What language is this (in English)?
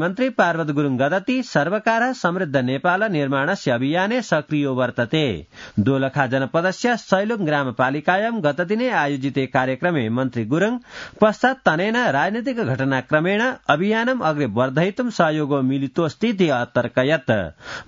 Sanskrit